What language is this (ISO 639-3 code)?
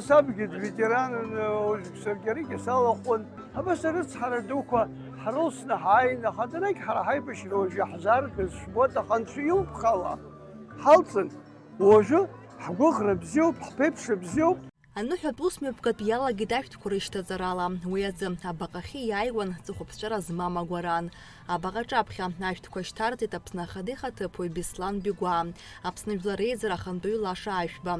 abk